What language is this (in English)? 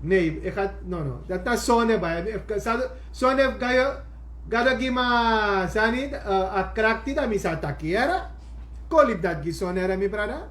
Sranan Tongo